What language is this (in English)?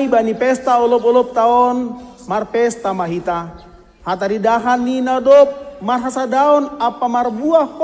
Batak Simalungun